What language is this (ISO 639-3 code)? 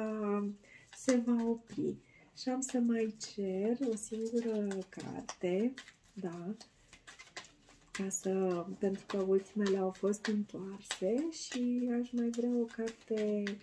ron